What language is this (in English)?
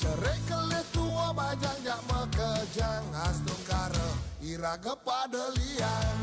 Balinese